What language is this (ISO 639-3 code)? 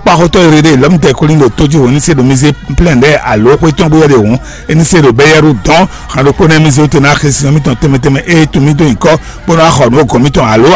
fon